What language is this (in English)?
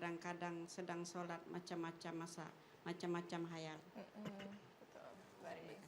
Musi